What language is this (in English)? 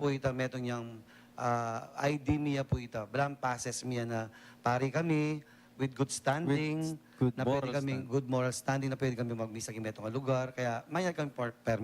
Pampanga